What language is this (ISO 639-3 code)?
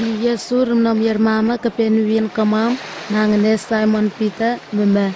nwi